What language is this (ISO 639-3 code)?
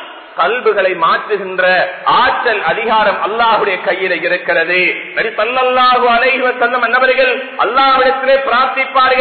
tam